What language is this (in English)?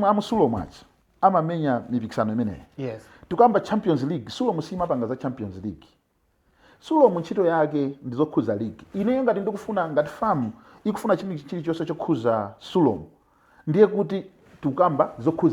Nyanja